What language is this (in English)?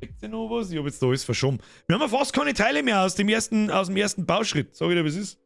Bavarian